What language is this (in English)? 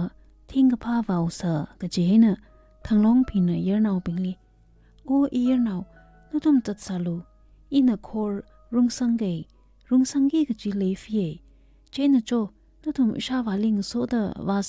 Tangkhul Naga (India)